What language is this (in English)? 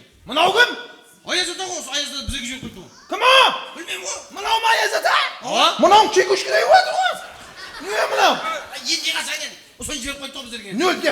Kara-Kalpak